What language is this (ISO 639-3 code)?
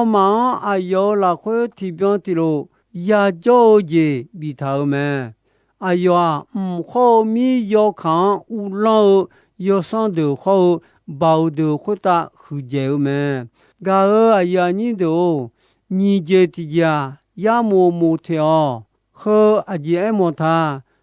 ahk